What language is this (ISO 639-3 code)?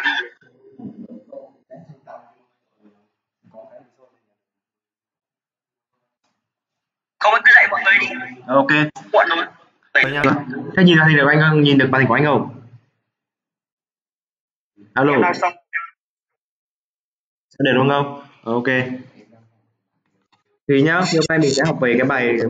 vie